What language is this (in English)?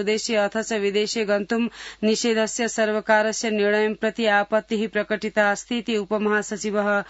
Sanskrit